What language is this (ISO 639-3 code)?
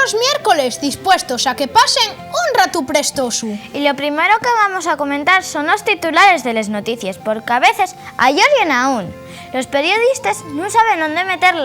ast